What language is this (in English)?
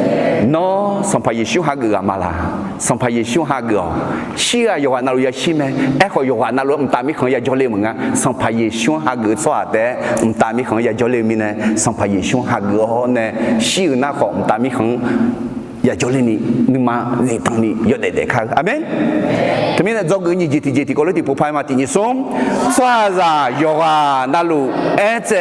Akha